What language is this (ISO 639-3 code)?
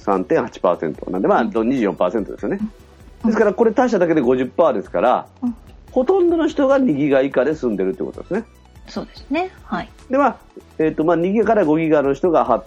jpn